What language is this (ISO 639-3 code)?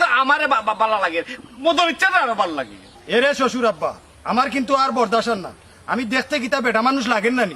syl